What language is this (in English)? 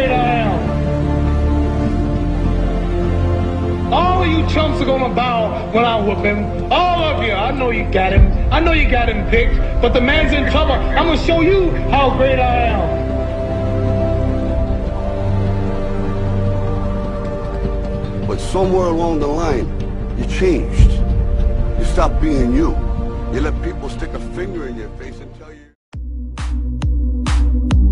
English